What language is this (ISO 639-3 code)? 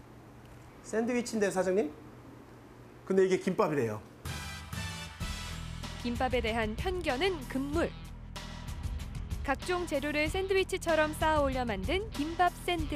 kor